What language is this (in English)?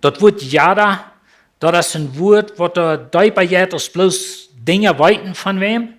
Plautdietsch